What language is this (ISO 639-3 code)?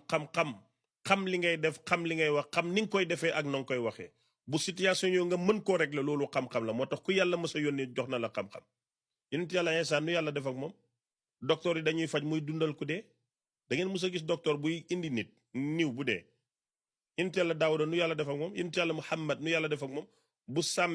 wol